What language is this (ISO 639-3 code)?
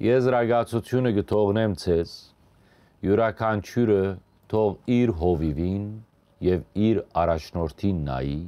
hyw